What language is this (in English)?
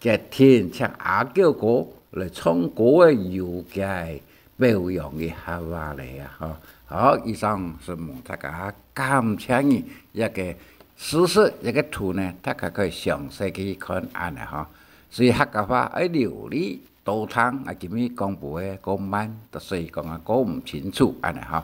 Hakka Chinese